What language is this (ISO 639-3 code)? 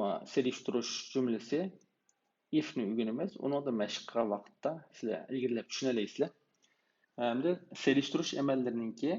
uig